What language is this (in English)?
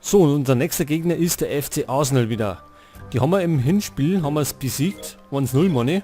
Bavarian